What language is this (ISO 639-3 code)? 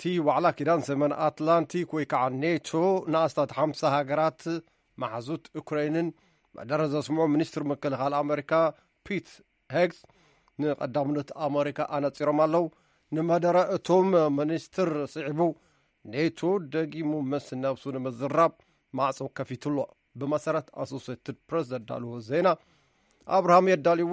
tir